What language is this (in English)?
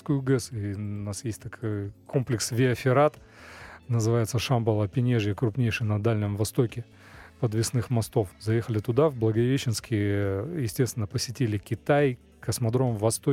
Russian